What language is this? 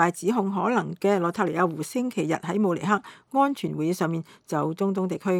Cantonese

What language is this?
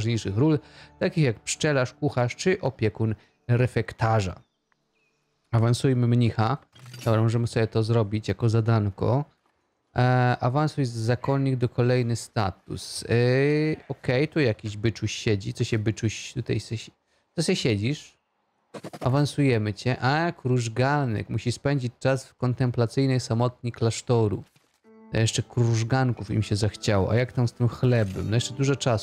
Polish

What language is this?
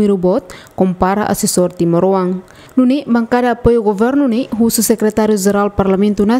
Tetum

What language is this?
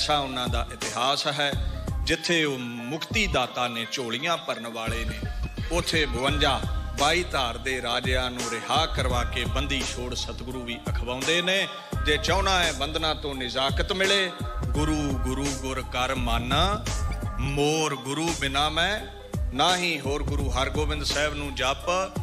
Punjabi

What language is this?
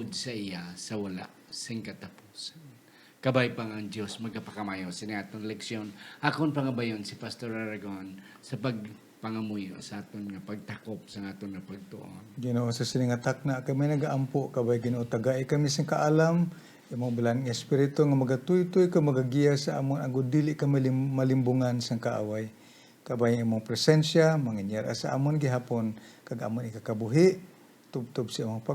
Hiligaynon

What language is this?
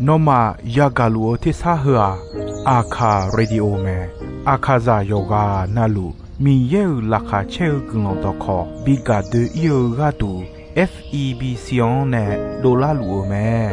Akha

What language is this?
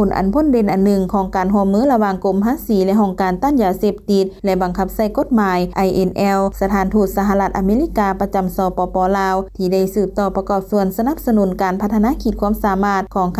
Lao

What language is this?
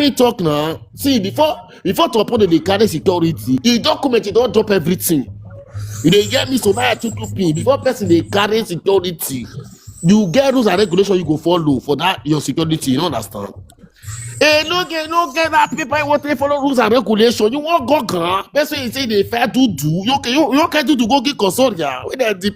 Nigerian Pidgin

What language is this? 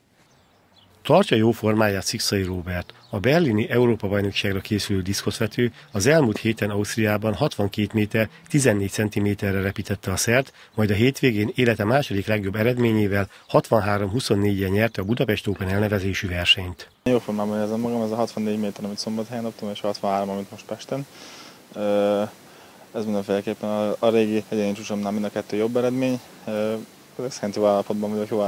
Hungarian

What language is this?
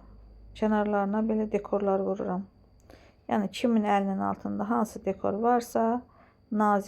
Azerbaijani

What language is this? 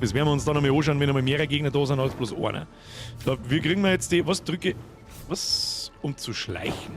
Bavarian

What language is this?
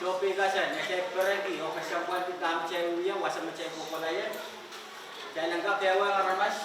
Pohnpeian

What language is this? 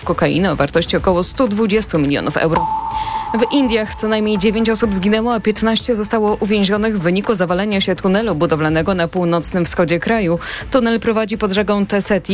Polish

